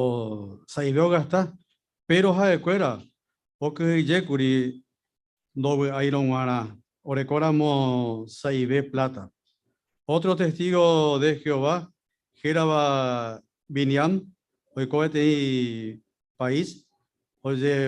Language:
Guarani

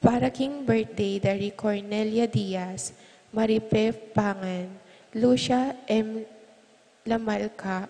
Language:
Pampanga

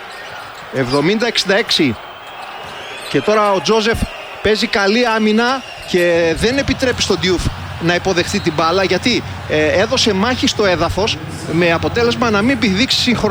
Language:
Greek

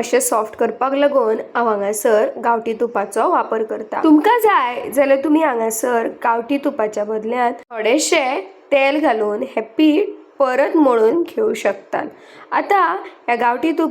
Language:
Konkani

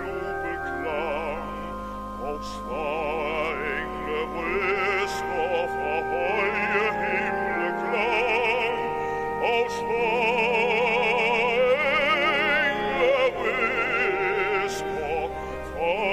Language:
Danish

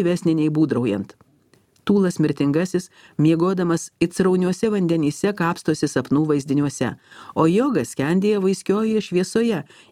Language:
Lithuanian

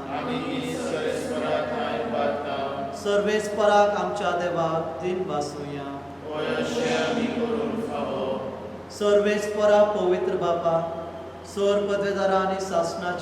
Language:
Konkani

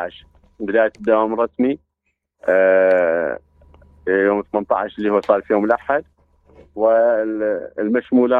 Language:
Mesopotamian Arabic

